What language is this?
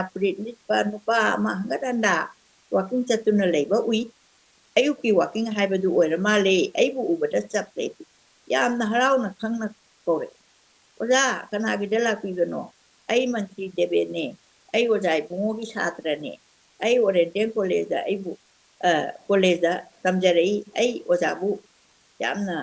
Manipuri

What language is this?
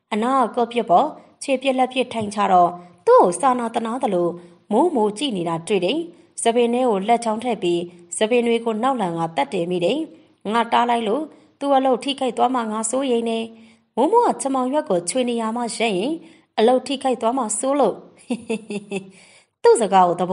Burmese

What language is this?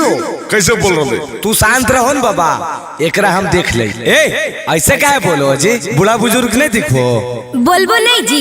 Magahi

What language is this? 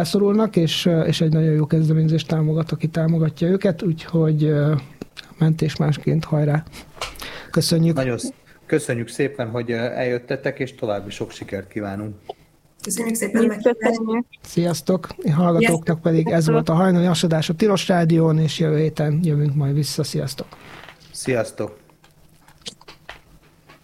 Hungarian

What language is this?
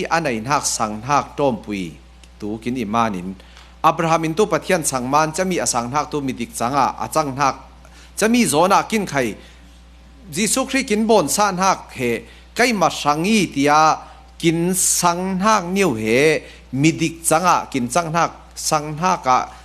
Falam Chin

